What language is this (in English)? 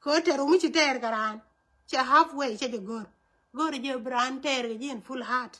Nuer